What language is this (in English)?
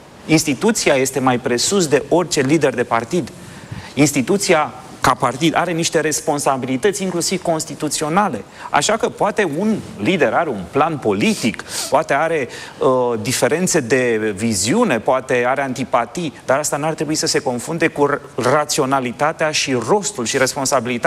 Romanian